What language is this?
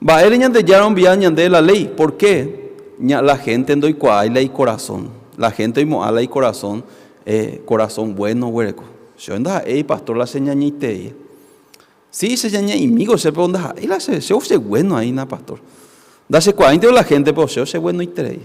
Guarani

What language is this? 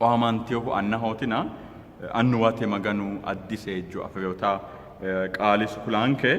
Sidamo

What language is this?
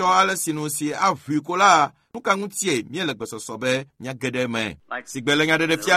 Ewe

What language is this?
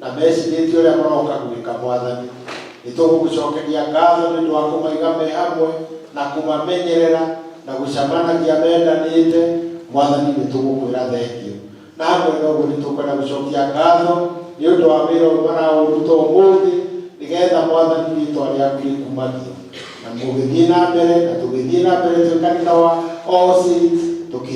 Kikuyu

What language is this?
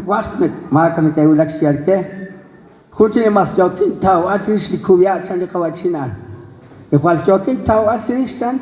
Kekchí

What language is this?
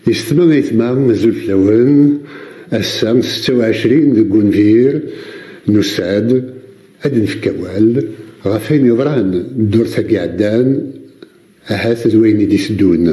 Kabyle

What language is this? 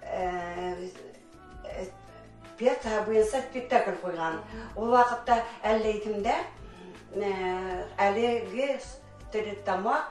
Bashkir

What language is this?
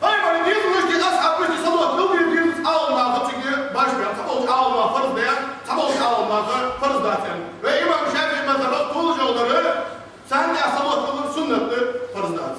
Ingush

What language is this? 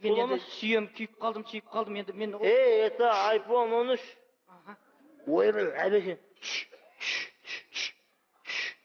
Kazakh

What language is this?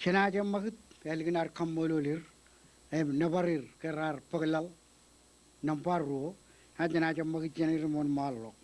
Marshallese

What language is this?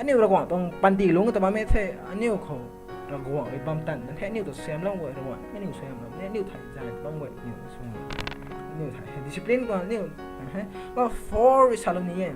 Rongmei Naga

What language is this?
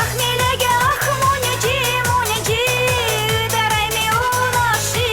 Chuvash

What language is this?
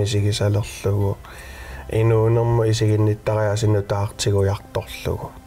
Kalaallisut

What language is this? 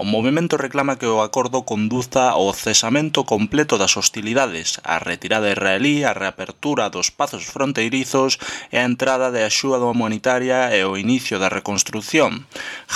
Galician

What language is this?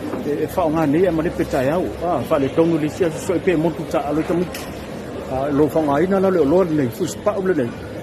Samoan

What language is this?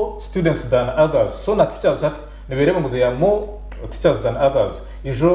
Nyankole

